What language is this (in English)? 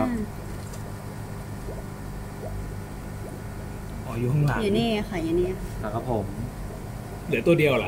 Thai